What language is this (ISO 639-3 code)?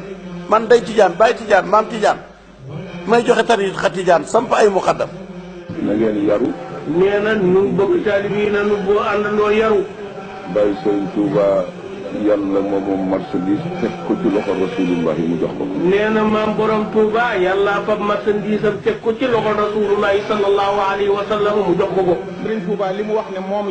wol